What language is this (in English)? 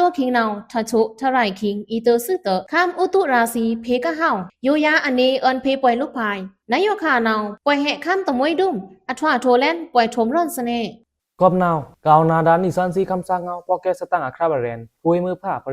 Pa'o Karen